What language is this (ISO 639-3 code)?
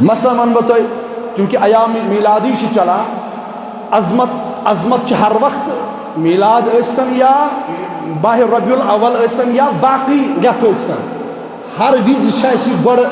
kas